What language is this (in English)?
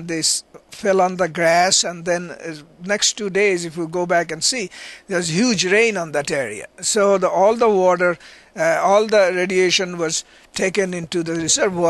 English